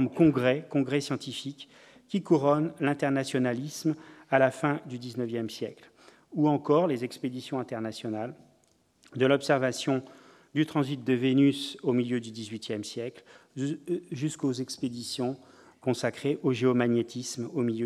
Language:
French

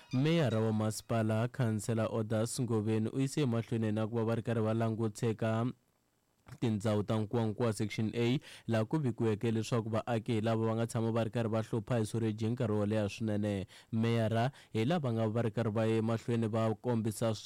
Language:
Tsonga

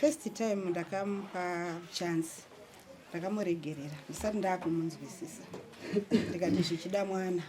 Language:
Shona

